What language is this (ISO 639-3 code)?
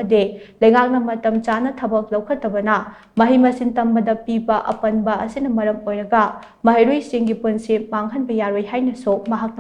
mni